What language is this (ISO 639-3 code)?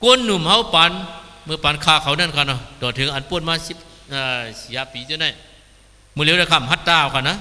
shn